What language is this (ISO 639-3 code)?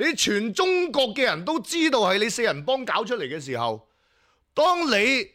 yue